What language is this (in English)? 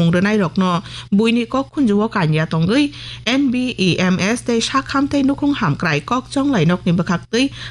Kok Borok